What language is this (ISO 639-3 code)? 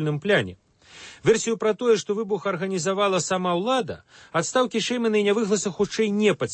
bel